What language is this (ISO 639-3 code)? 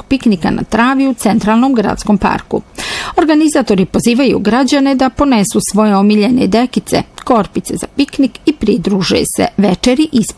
bos